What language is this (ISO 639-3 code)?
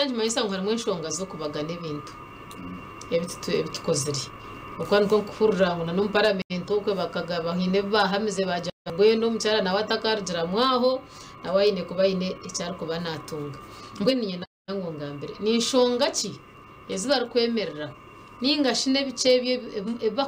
nyn